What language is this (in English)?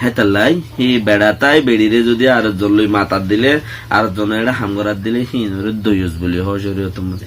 Rohingya